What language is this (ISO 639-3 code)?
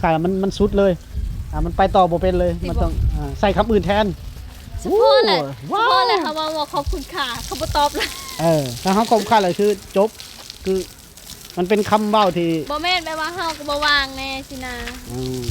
lao